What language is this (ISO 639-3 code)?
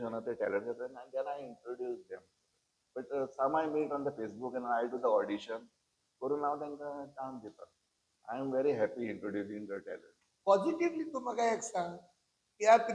kok